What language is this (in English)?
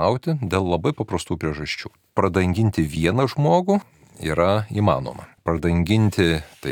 Lithuanian